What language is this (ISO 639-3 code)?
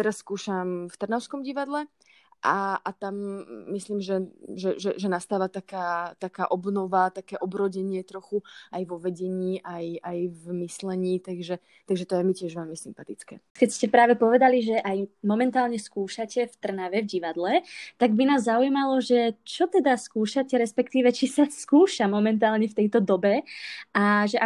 slk